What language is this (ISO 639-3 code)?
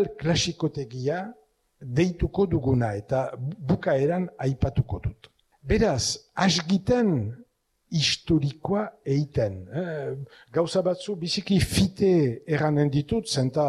eus